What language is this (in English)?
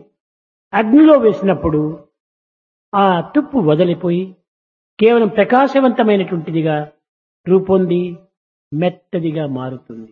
Telugu